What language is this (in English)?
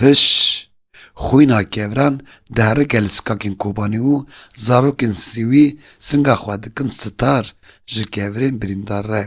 Kurdish